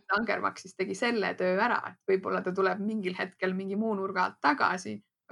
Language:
Estonian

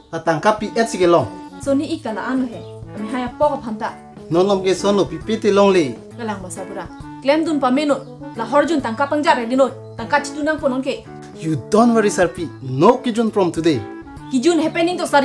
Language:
Karbi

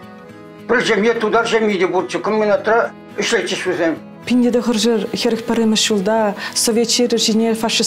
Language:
Chuvash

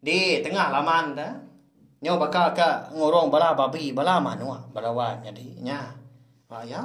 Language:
Iban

